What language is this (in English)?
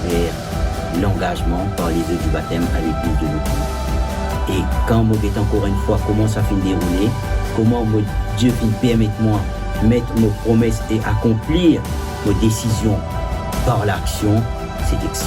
Morisyen